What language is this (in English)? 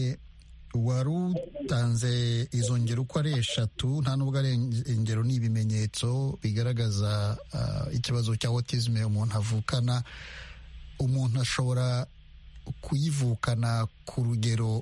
Kinyarwanda